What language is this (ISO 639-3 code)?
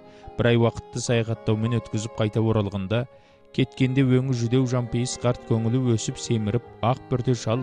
kaz